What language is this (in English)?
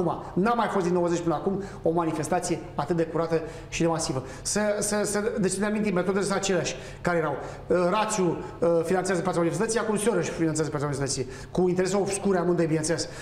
Romanian